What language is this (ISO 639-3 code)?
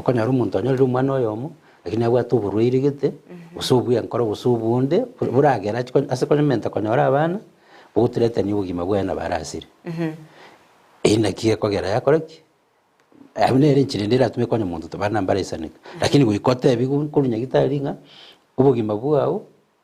guz